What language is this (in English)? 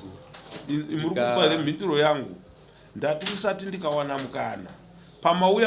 Shona